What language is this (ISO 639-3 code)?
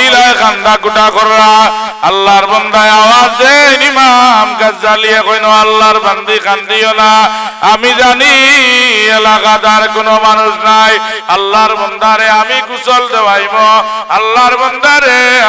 syl